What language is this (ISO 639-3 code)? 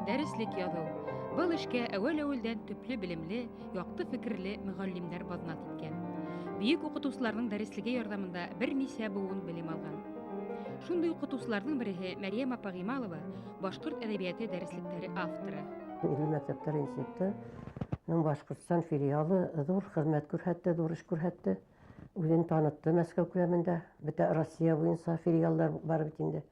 bak